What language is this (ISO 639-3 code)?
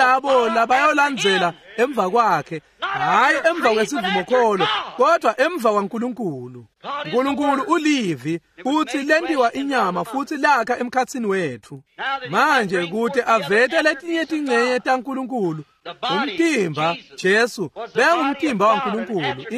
ssw